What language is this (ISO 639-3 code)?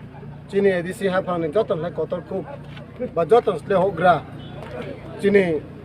trp